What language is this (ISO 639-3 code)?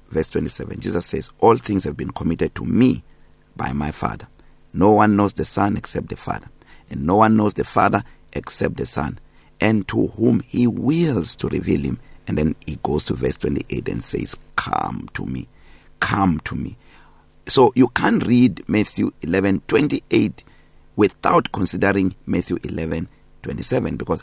eng